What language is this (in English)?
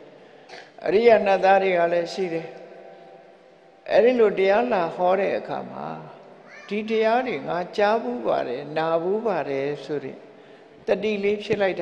Burmese